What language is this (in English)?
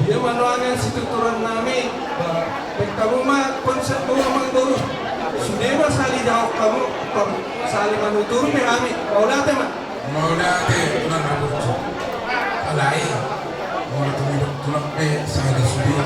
Batak Toba